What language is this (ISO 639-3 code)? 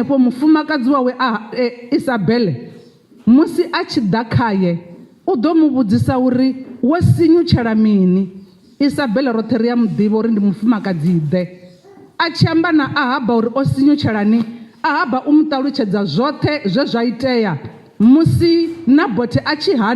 ven